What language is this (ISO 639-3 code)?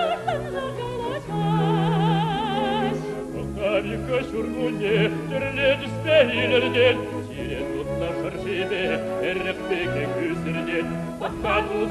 chv